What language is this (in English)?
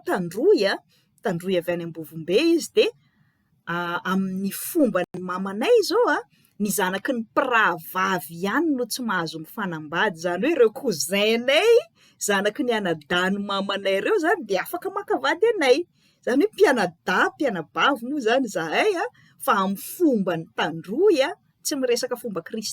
Malagasy